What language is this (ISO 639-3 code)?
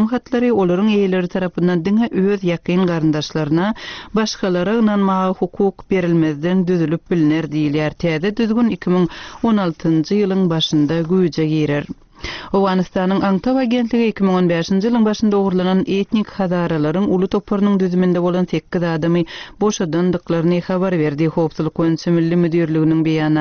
tuk